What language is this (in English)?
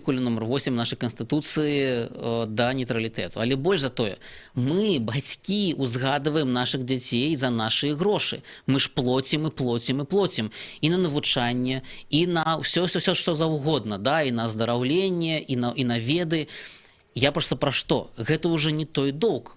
Belarusian